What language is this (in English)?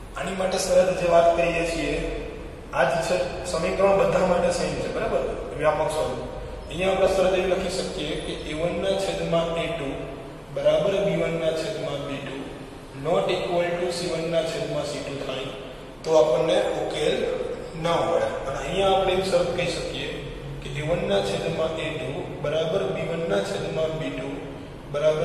Gujarati